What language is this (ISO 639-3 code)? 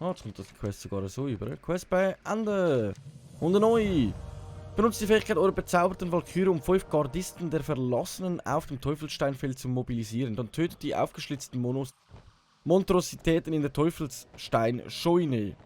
gsw